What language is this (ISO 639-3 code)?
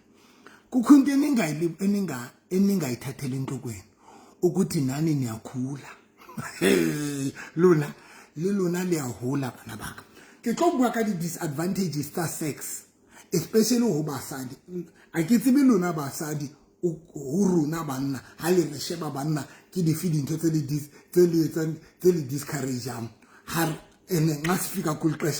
sot